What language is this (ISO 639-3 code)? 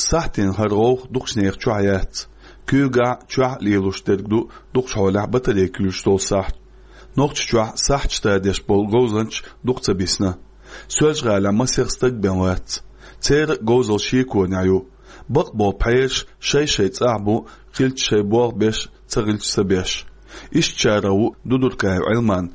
che